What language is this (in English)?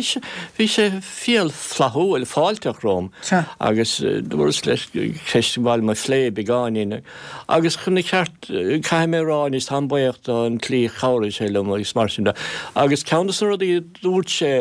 Irish